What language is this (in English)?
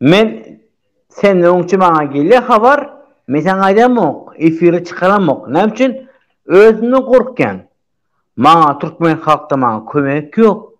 Turkmen